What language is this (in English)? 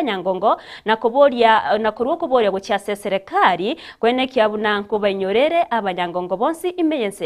Gusii